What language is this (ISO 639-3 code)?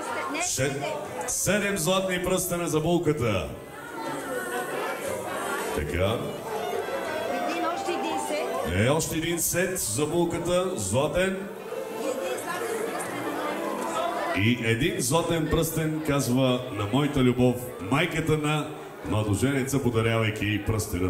bul